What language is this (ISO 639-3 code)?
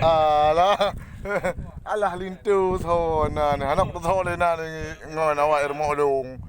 ace